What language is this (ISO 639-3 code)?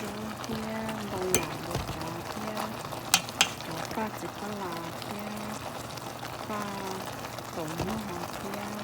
hmn